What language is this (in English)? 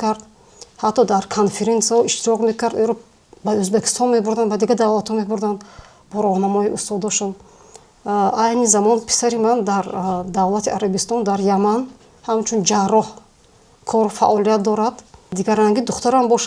Tajik